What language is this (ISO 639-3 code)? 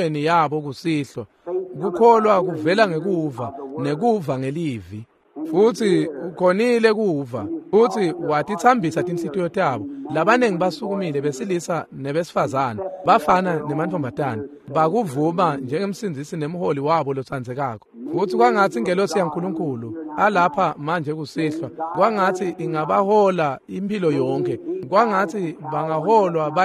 ssw